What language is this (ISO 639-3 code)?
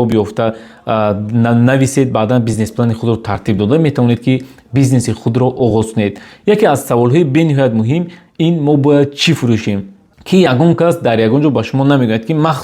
tgk